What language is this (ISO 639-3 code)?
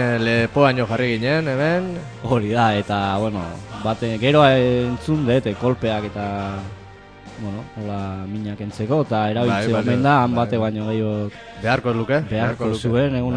eus